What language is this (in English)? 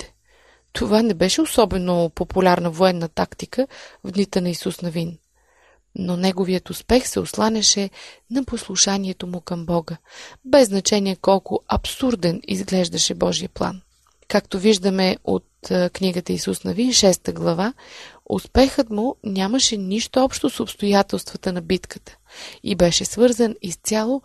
Bulgarian